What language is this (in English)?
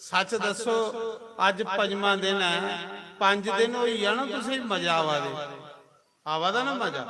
Dogri